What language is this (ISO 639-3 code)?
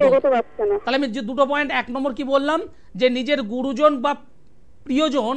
ben